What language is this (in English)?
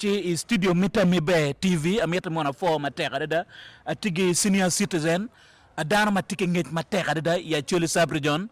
Acoli